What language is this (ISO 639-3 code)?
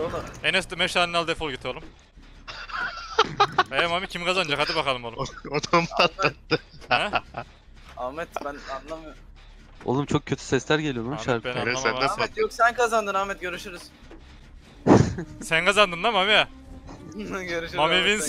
tur